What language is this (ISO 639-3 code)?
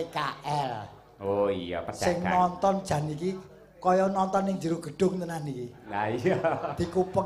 jav